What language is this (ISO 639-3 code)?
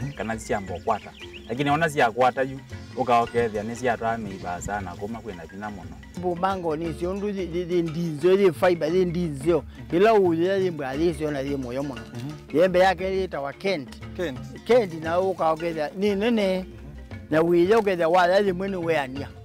kam